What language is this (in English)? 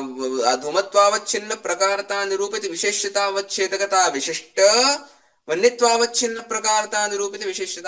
Sanskrit